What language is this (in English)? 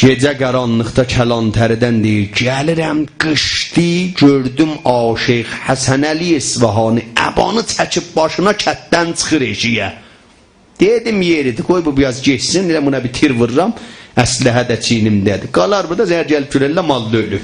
South Azerbaijani